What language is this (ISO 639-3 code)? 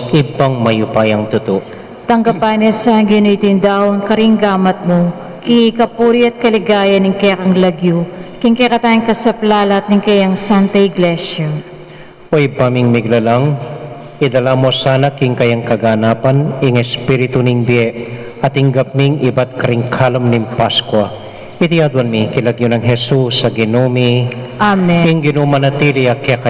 pam